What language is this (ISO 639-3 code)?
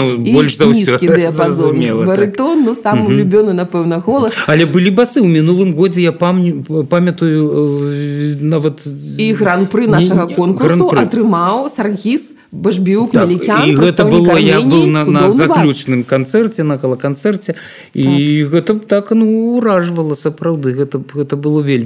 bel